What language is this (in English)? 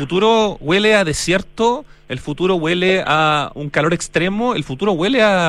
Spanish